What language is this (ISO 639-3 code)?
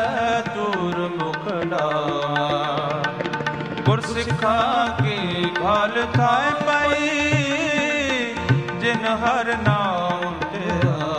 pan